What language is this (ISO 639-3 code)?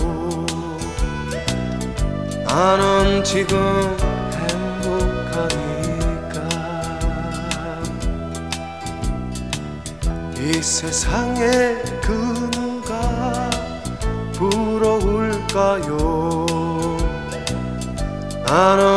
kor